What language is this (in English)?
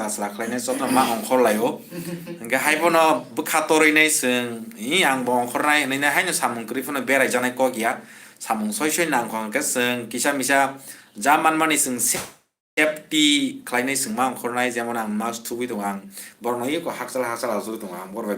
Kok Borok